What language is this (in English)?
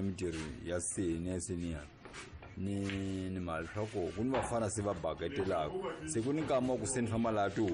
Tsonga